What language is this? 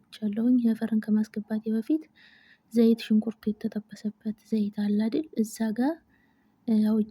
Amharic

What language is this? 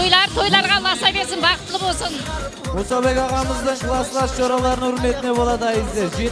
Kara-Kalpak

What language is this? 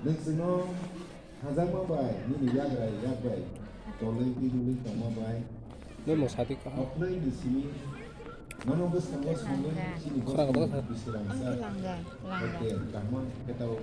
Kok Borok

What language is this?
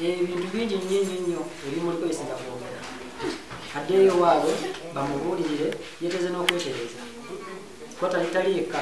Ganda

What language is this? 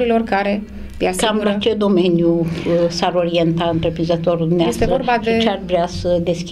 Romanian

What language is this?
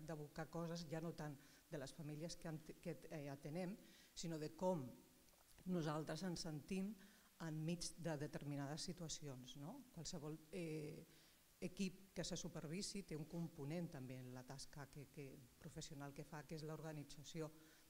Catalan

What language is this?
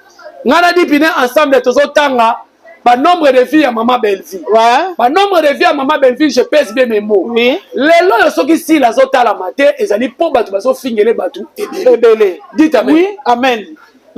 Lingala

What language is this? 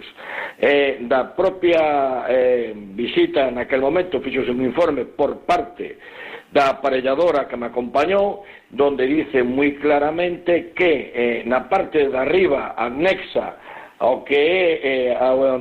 Galician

